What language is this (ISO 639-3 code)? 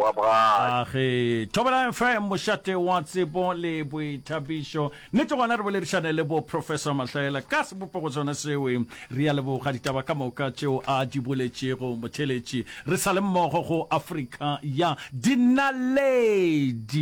nso